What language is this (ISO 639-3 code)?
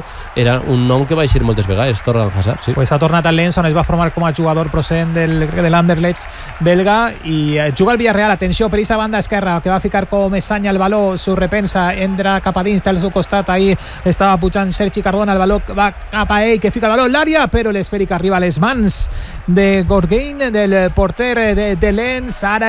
cat